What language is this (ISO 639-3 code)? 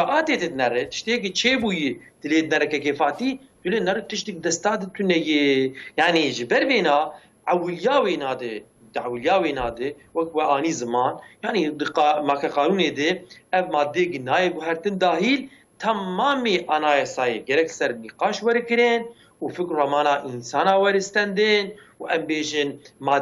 kur